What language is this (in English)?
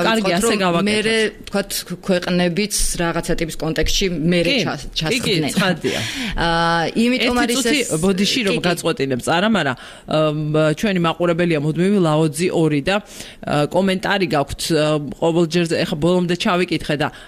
Georgian